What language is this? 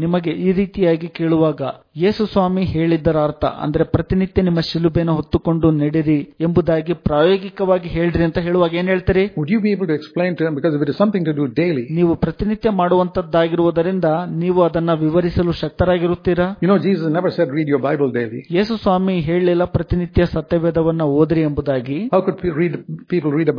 Kannada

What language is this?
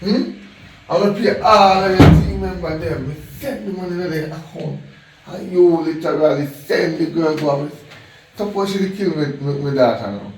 Jamaican Creole English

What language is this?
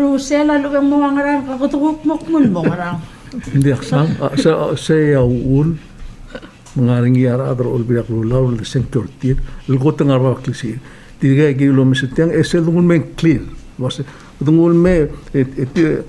Palauan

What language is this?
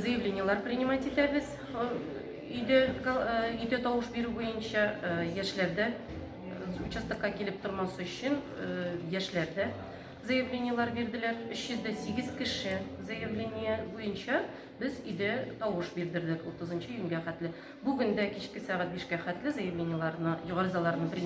Tatar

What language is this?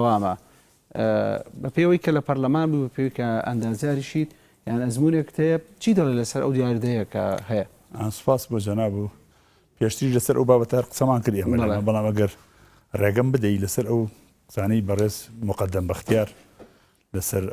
Central Kurdish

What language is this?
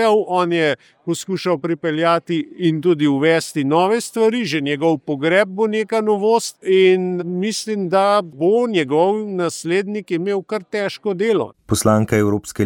Slovenian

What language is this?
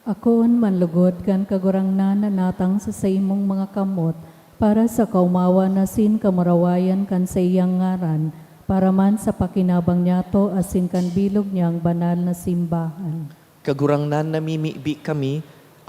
Bikol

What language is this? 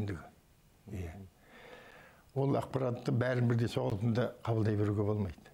Kazakh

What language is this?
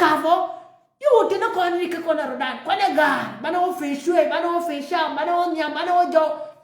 Nuer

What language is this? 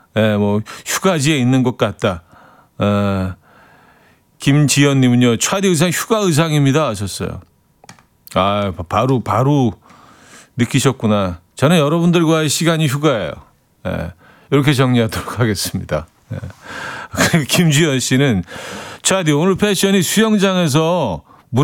Korean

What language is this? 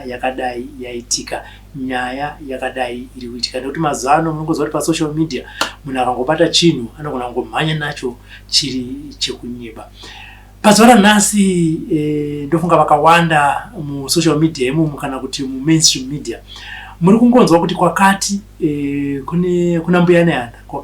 Shona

